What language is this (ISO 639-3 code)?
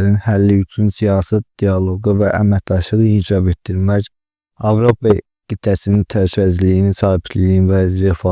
aze